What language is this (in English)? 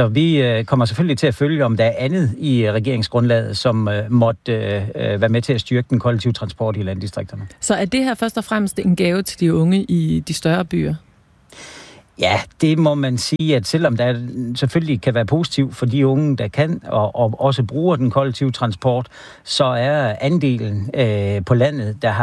Danish